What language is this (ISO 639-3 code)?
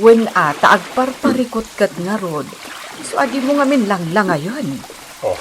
ilo